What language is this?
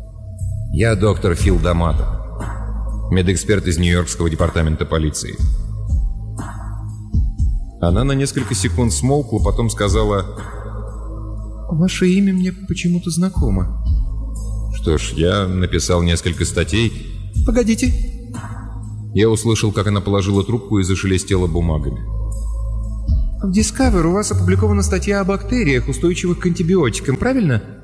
Russian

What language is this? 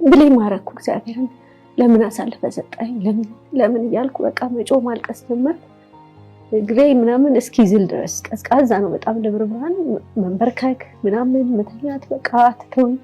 Amharic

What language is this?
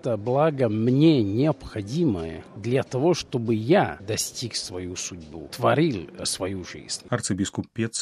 Belarusian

